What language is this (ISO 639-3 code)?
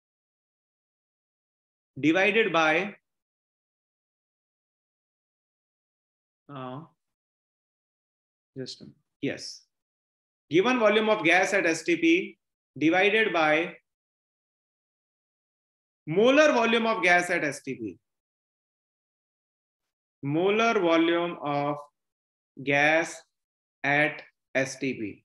eng